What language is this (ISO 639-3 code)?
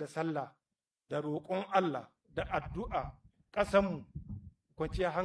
hau